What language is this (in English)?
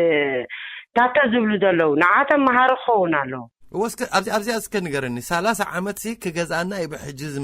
Tigrinya